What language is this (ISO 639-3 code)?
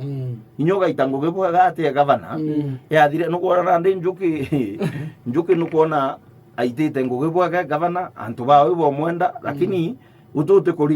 mer